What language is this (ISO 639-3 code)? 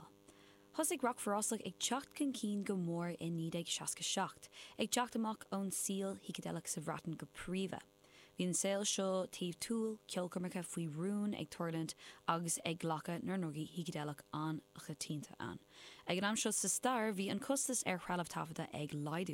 gle